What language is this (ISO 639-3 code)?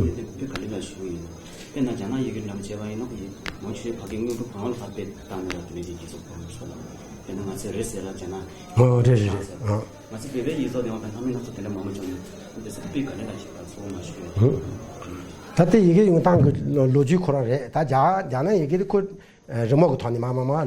bod